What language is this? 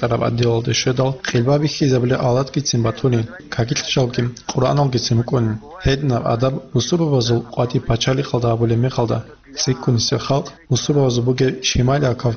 Avaric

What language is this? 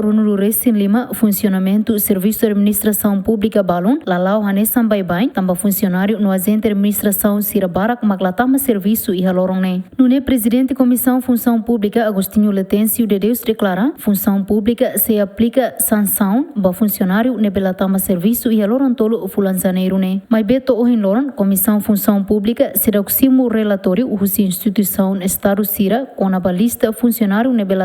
Tetum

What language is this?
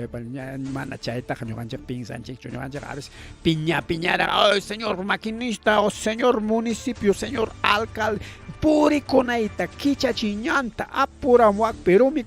Ayacucho Quechua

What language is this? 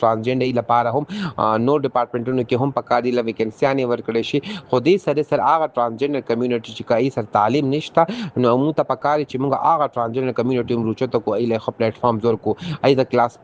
Pashto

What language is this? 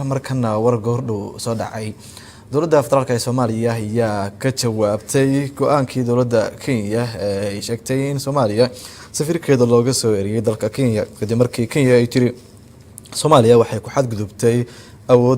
Somali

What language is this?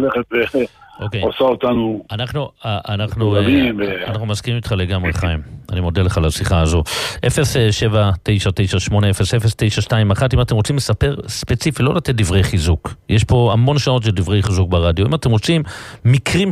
Hebrew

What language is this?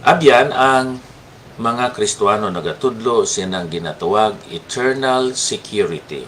Hiligaynon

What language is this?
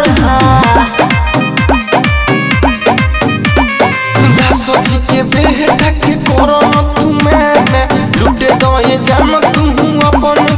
Bhojpuri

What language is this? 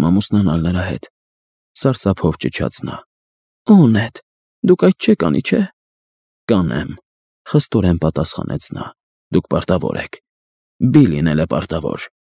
Armenian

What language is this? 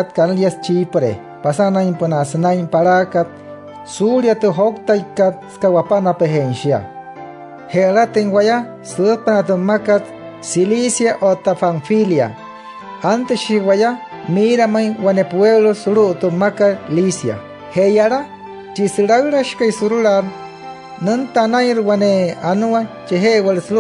Wayuu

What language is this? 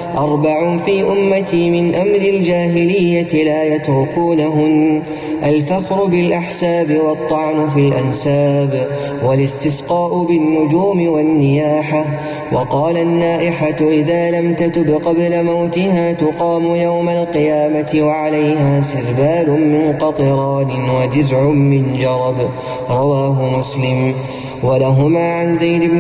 Arabic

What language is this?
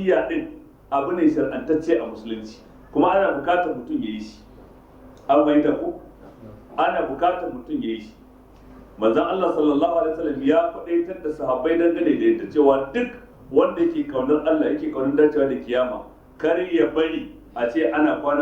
Hausa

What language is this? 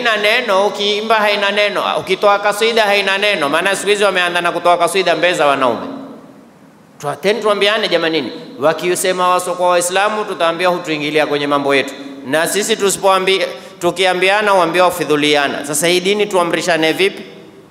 Swahili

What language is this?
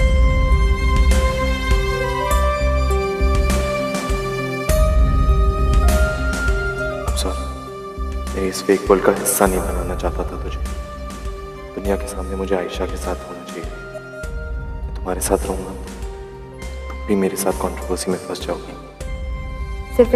Hindi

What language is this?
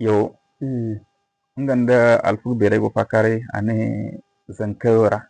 Zarma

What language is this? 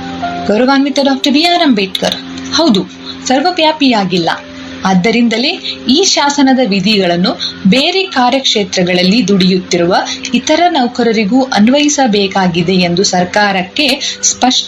Kannada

